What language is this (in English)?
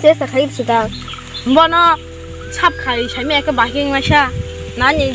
Kok Borok